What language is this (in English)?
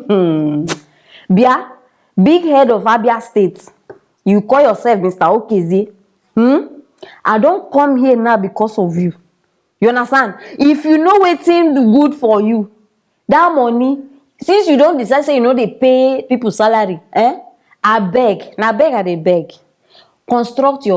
Nigerian Pidgin